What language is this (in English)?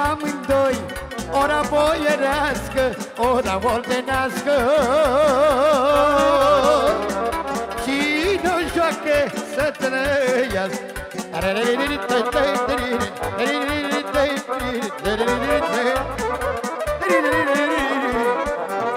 Romanian